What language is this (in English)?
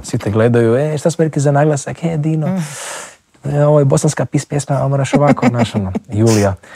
Croatian